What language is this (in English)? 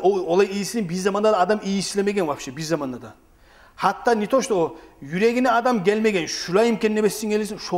Kumyk